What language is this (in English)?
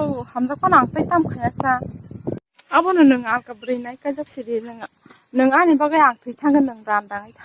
Kok Borok